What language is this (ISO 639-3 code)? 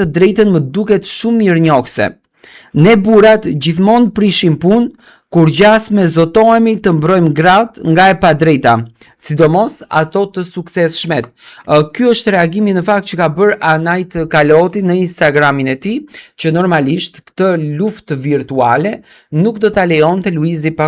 sqi